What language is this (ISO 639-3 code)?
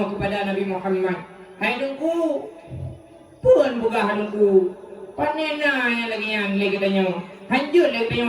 ace